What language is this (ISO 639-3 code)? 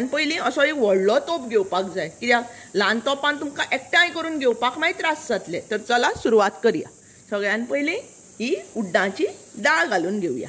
kok